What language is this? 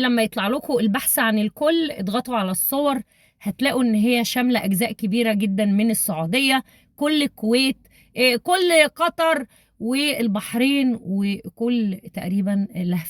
Egyptian Arabic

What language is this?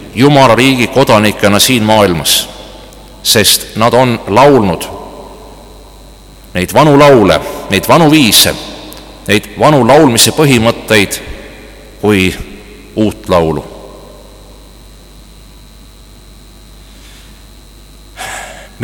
Estonian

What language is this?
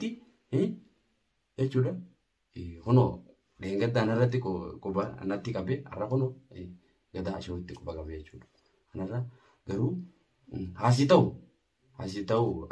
Oromo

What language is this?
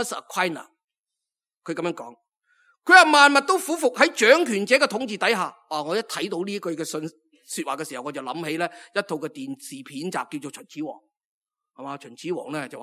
Cantonese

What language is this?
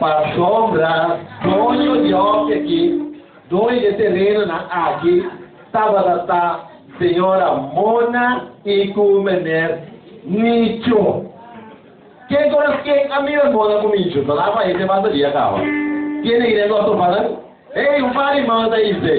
Papiamento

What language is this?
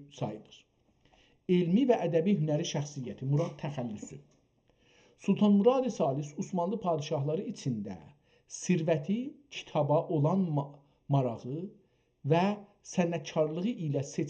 South Azerbaijani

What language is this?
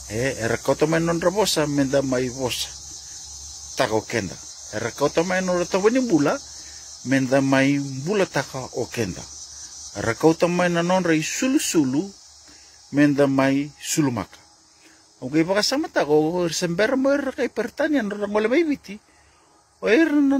Fijian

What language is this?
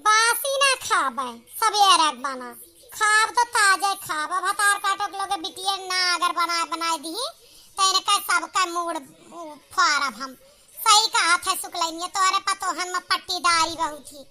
Awadhi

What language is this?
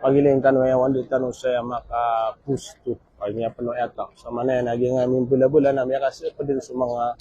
Maranao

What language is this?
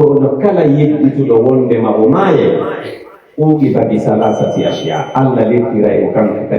Pular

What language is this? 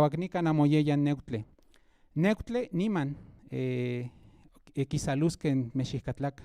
Central Nahuatl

